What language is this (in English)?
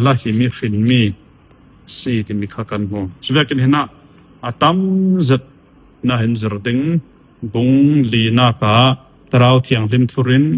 Falam Chin